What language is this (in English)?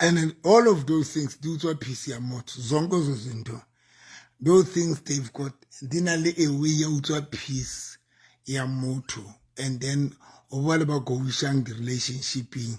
Southern Sotho